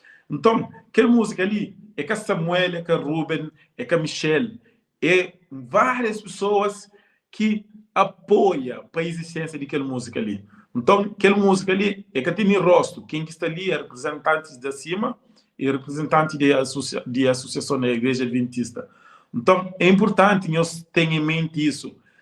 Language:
Kabuverdianu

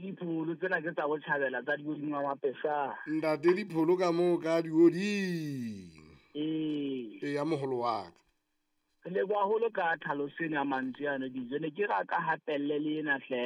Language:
Southern Sotho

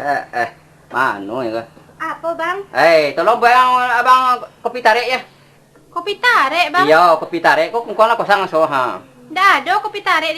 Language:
Minangkabau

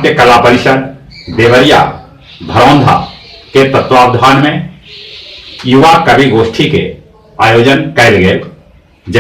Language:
Magahi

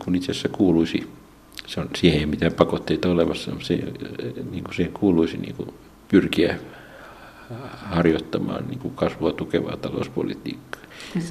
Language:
Finnish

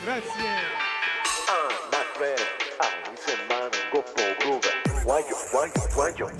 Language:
Neapolitan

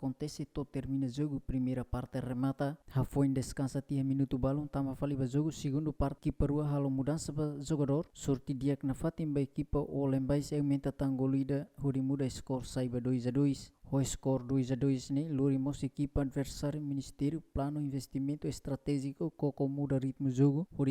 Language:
Tetum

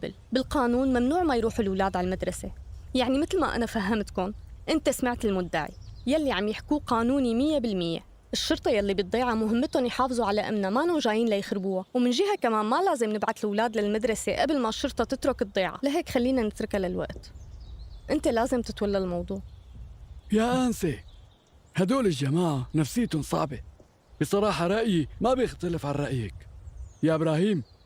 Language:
North Levantine Arabic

